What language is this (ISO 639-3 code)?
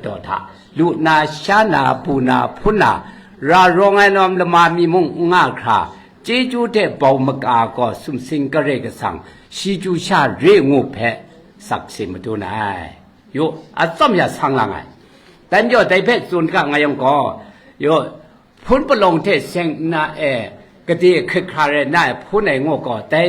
kac